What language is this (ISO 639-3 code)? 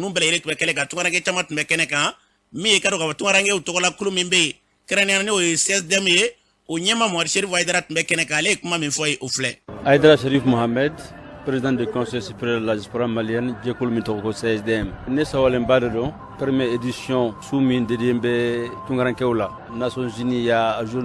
bam